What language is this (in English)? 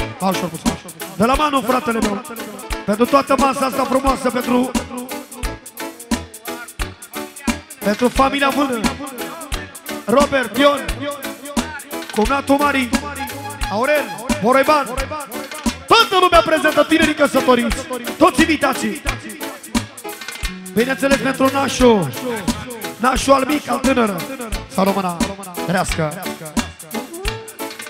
Romanian